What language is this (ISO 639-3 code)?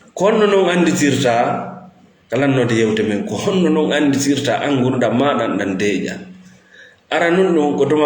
ful